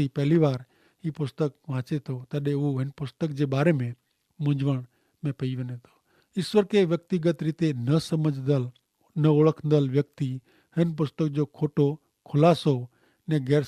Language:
Kachhi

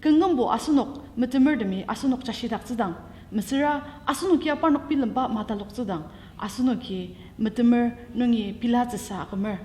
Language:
Ao Naga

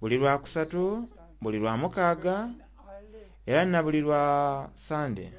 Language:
Soga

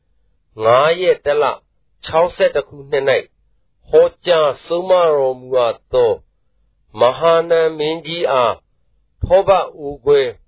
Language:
Burmese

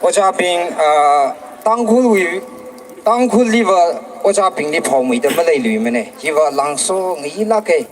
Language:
Tangkhul Naga (India)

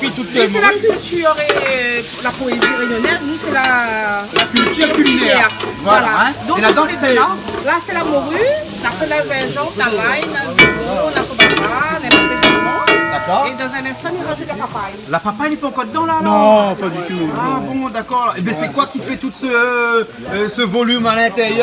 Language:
Réunion Creole French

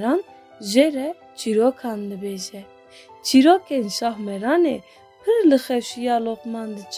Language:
Kurdish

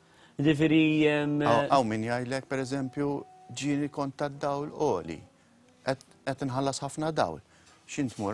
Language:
Maltese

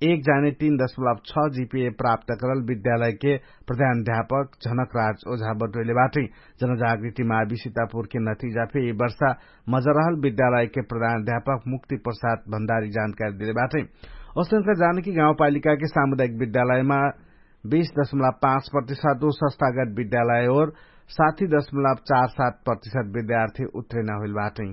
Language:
Dangaura Tharu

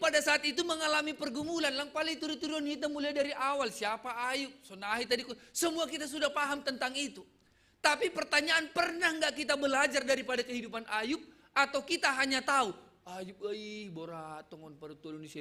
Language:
Batak Simalungun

